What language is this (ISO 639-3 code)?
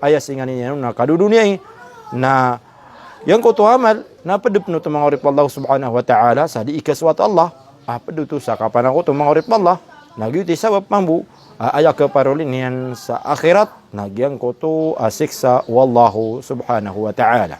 mrw